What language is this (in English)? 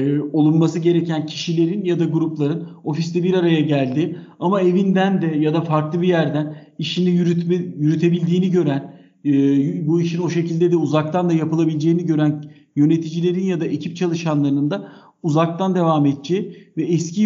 Turkish